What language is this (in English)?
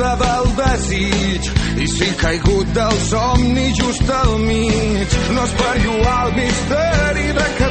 Catalan